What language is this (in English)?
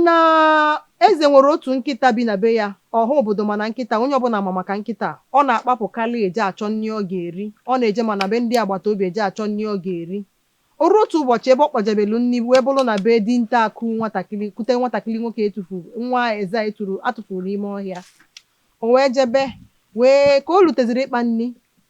Igbo